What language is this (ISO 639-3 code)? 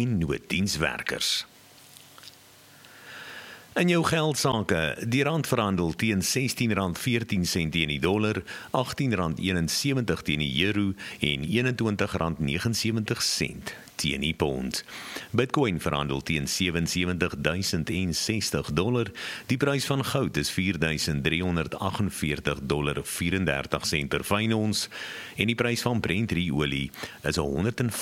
afr